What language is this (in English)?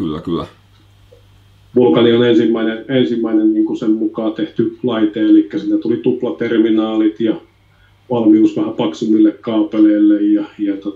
Finnish